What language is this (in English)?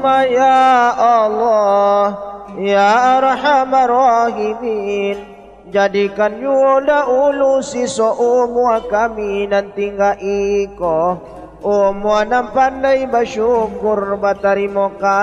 Minangkabau